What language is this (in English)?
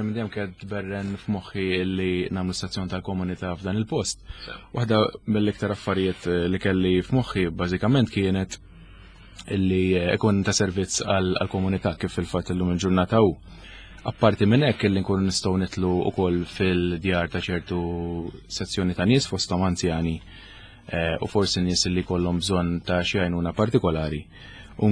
Maltese